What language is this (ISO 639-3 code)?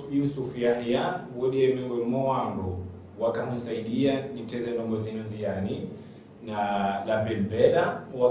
zdj